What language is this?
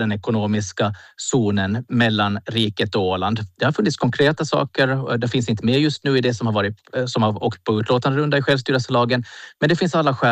Swedish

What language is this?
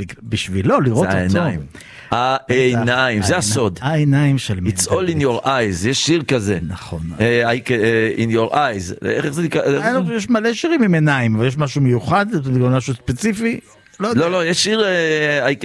Hebrew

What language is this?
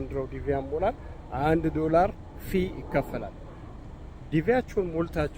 Amharic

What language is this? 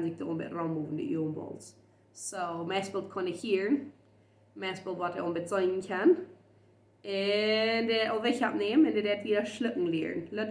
Plautdietsch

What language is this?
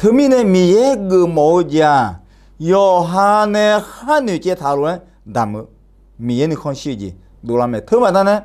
Akha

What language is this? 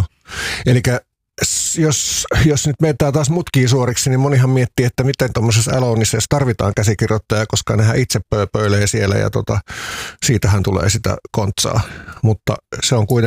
Finnish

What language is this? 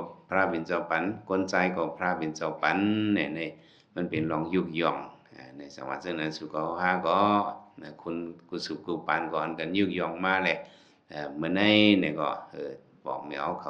Shan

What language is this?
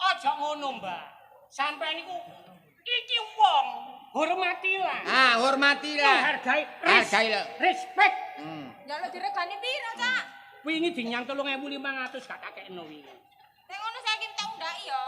Javanese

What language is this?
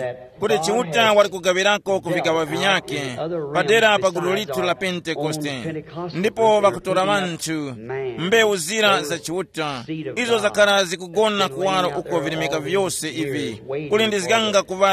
Tumbuka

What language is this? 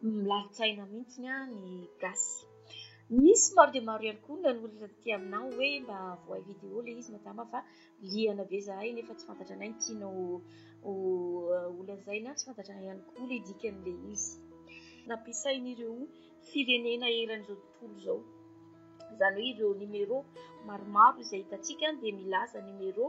Malagasy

